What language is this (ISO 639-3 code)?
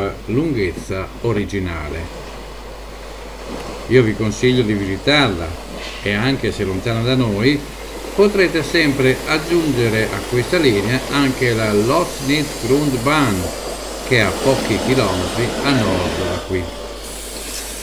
ita